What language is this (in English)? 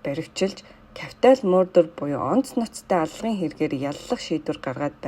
Mongolian